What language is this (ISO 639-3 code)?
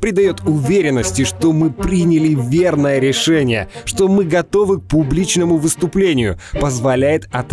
rus